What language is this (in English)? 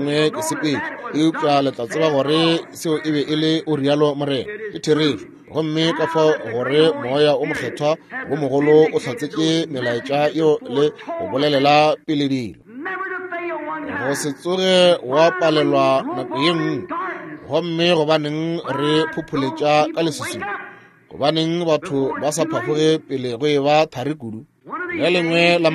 Northern Sotho